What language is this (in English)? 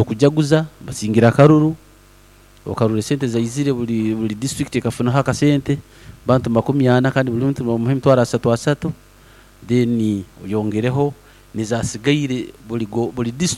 Nyankole